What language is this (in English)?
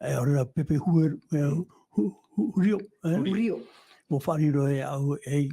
Tahitian